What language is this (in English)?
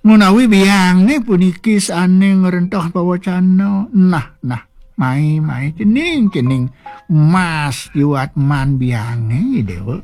Balinese